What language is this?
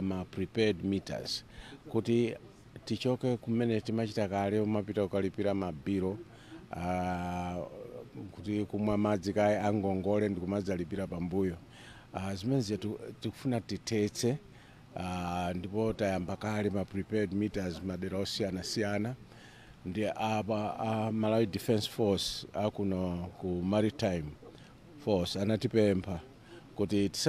Nyanja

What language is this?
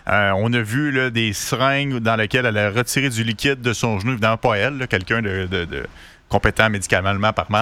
French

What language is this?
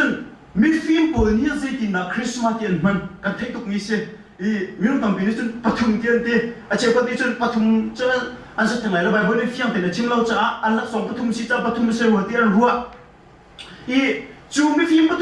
Hakha Chin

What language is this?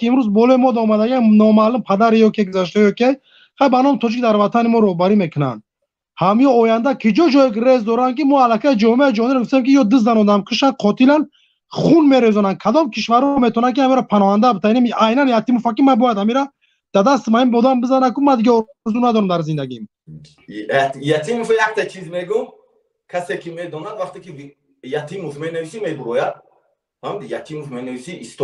Tajik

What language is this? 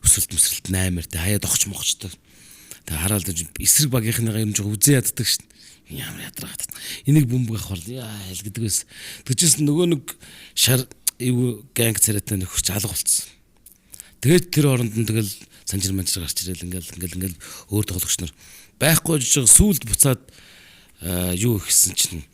Mongolian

